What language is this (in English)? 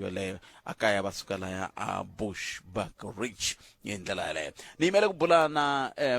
Tsonga